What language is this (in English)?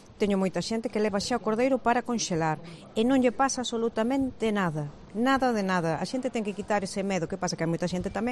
Galician